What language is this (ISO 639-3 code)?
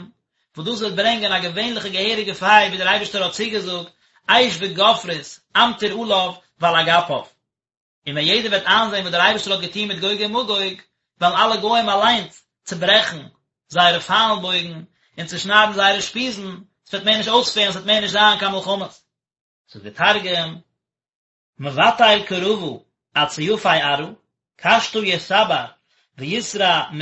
yid